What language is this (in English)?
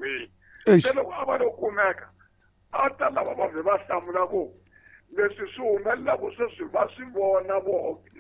Tsonga